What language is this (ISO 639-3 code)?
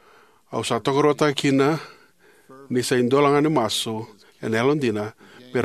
fij